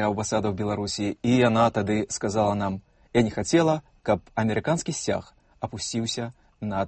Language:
Belarusian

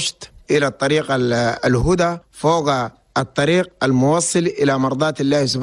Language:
Chadian Arabic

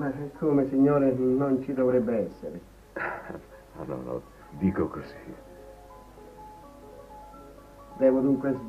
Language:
Italian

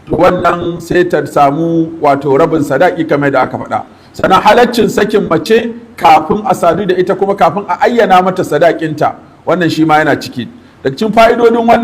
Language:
Hausa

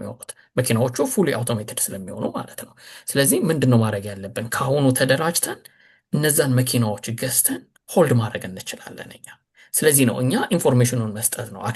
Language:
Amharic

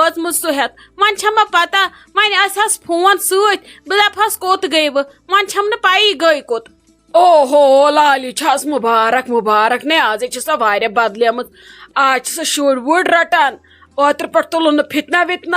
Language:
Kashmiri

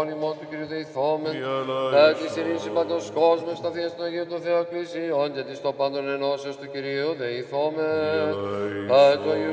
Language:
Greek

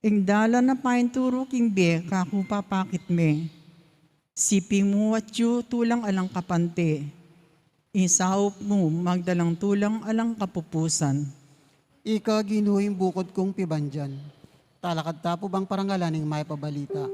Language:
Pampanga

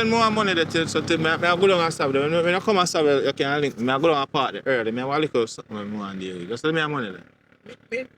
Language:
Jamaican Creole English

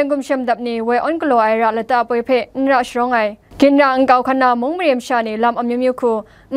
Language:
Kachin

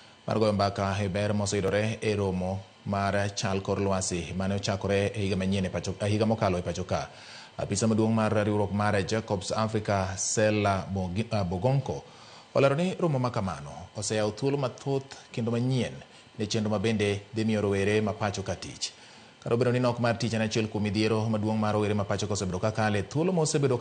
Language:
Luo (Kenya and Tanzania)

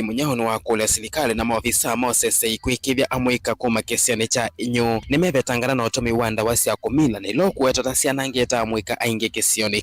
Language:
Kamba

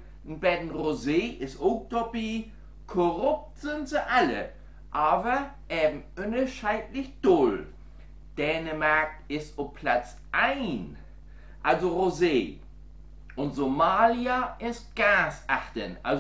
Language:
Low German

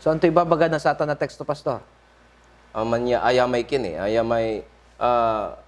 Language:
Pangasinan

